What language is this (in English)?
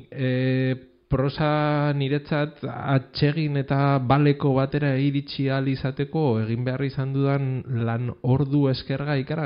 Basque